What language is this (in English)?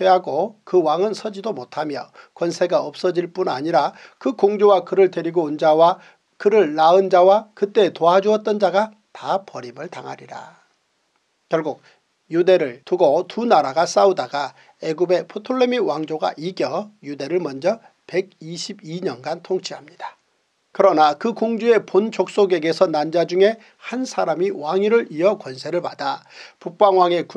Korean